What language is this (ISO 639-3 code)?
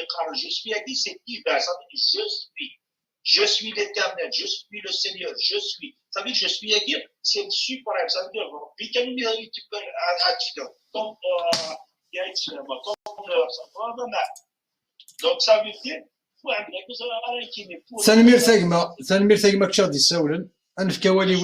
kab